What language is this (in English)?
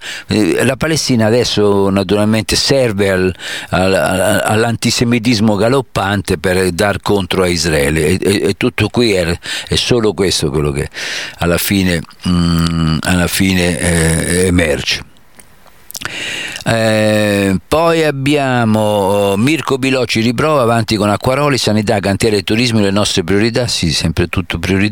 Italian